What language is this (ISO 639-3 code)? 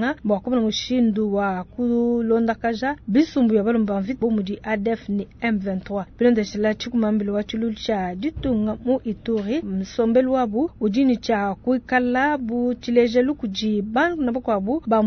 lua